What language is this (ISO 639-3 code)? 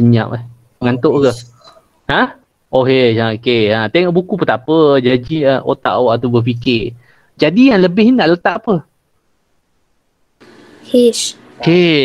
msa